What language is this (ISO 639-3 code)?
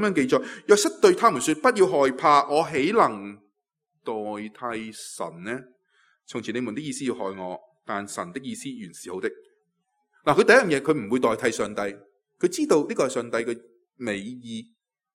yue